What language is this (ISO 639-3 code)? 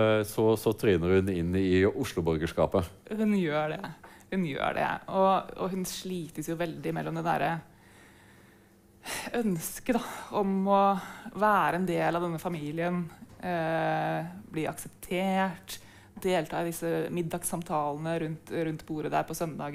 nor